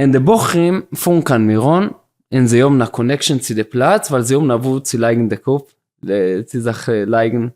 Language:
Yiddish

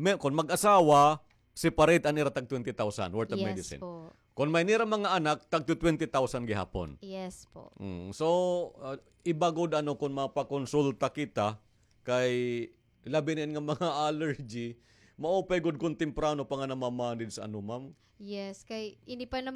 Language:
Waray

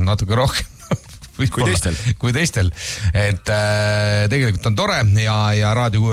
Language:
Estonian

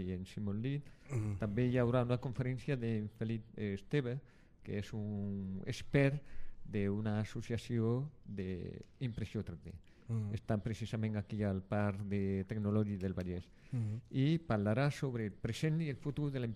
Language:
Catalan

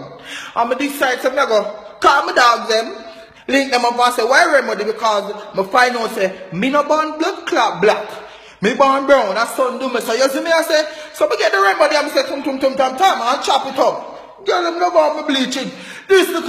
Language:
Jamaican Creole English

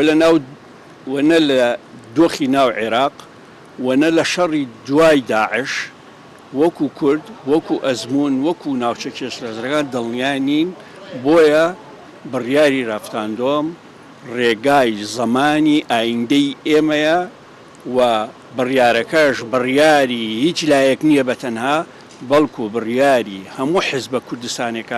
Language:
Central Kurdish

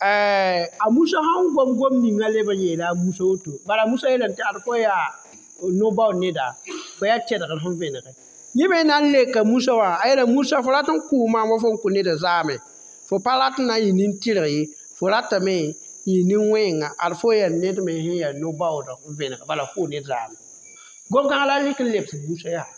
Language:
Mossi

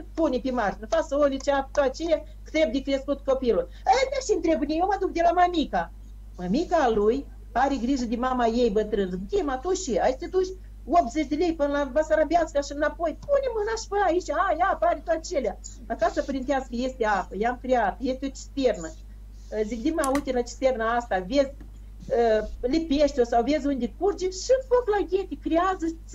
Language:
Romanian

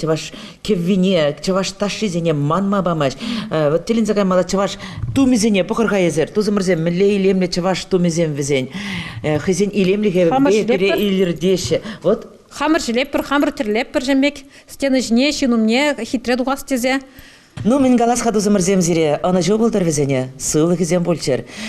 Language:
Chuvash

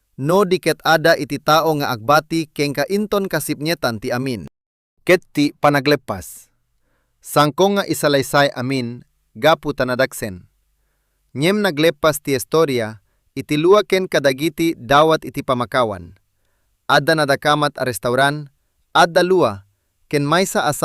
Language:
Iloko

